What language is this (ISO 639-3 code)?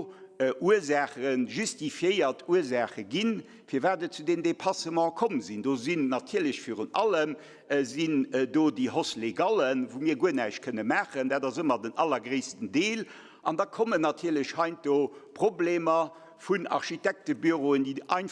ltz